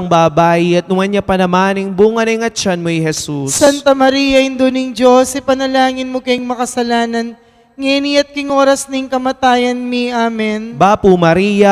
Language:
Pampanga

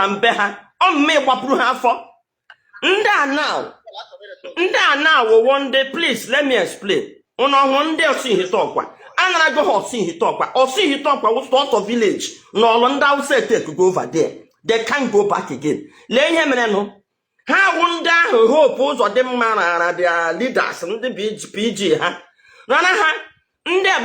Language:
Igbo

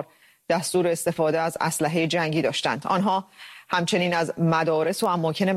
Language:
Persian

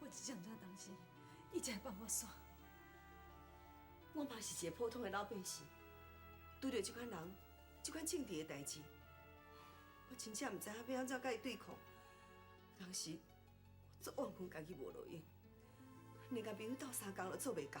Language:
Min Nan Chinese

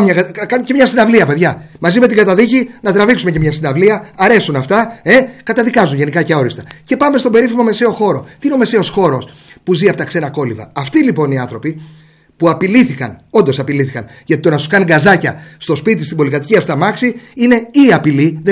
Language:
Greek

